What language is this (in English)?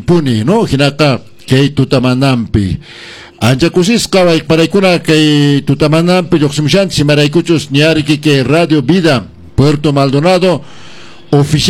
Quechua